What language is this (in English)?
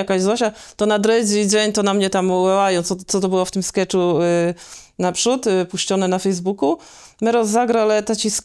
Kashubian